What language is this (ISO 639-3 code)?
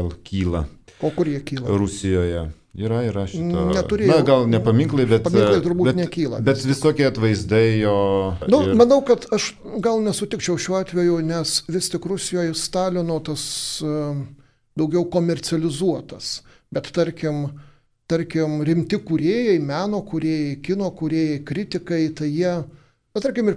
lit